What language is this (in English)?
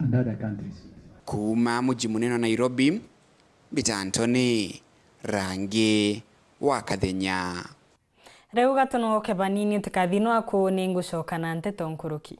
Meru